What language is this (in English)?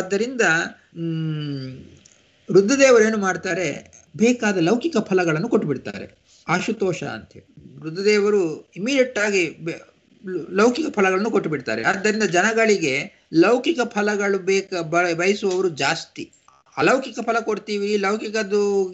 Kannada